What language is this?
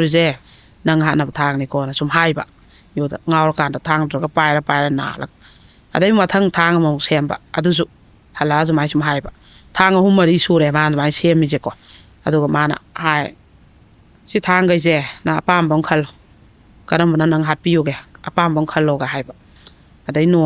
Manipuri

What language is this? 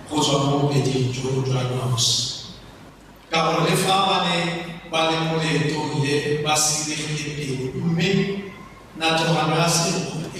Tswana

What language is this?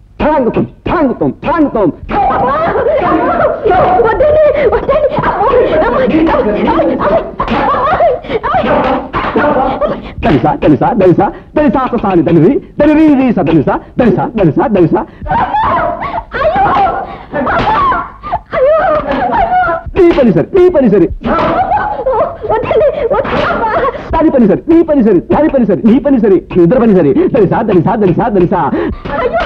Telugu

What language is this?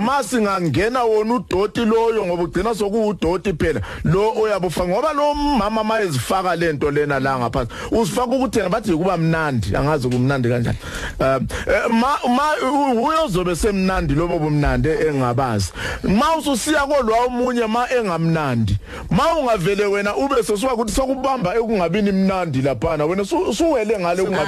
Zulu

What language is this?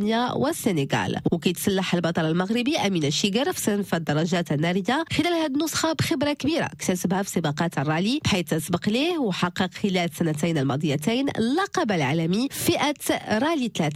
Moroccan Arabic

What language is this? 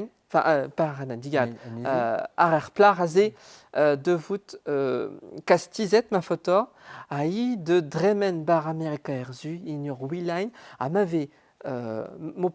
Breton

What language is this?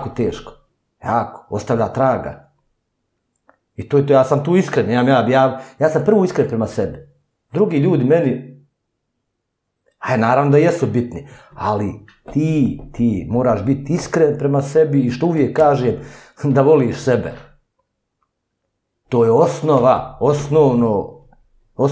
Bosnian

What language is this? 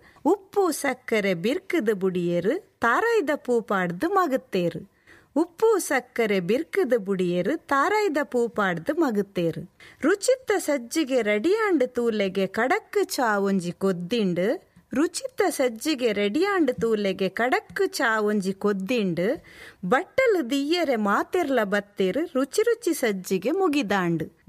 Tulu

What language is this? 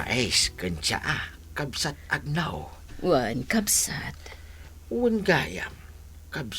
Iloko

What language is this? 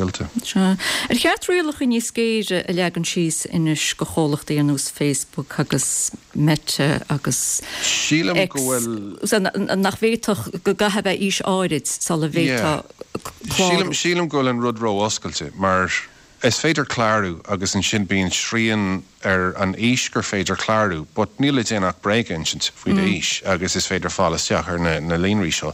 Irish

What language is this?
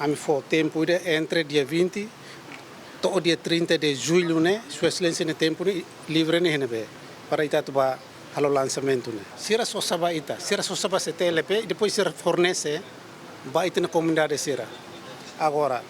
Tetum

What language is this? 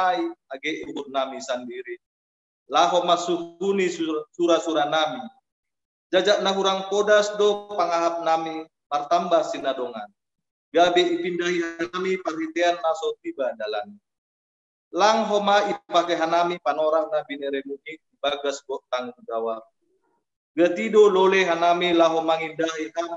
Batak Simalungun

